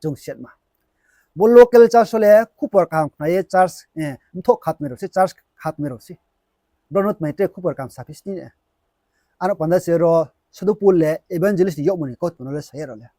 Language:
Riang (India)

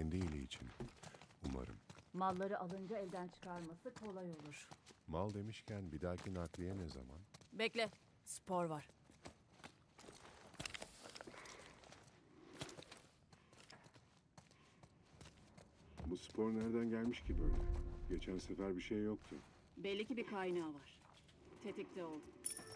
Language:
Turkish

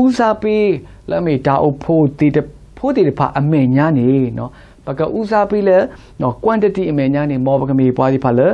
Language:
S'gaw Karen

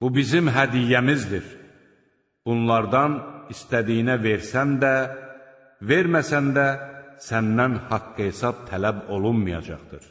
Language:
Azerbaijani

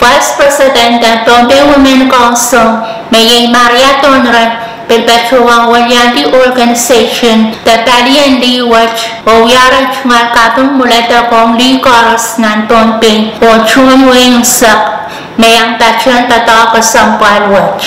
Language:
Pohnpeian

